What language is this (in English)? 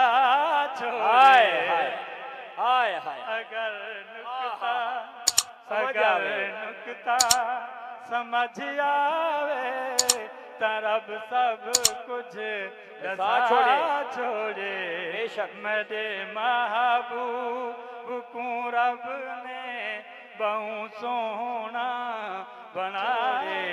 Saraiki